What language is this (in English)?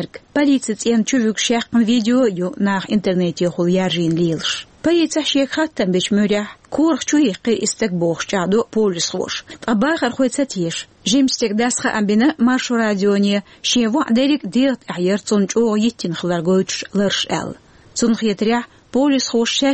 Chechen